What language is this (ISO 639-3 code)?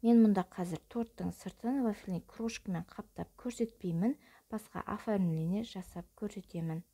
kaz